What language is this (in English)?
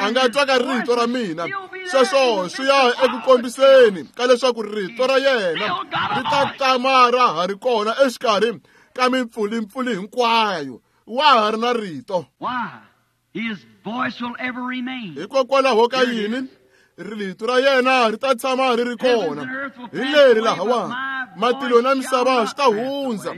Tsonga